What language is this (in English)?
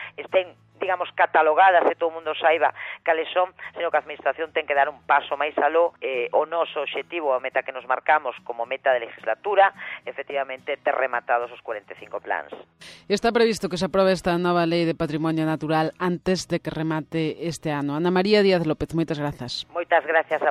Galician